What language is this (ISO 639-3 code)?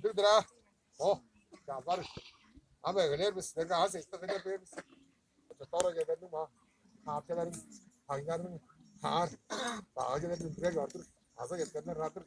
tyv